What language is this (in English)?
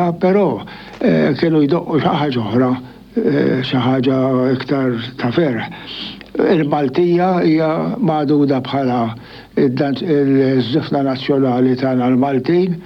Maltese